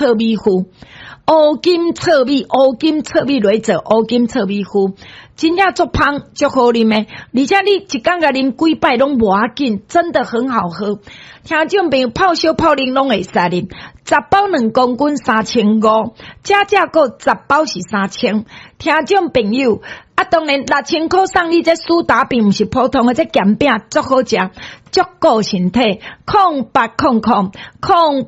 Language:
Min Nan Chinese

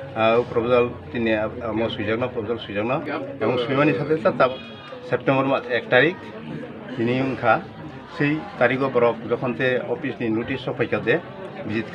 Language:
Kok Borok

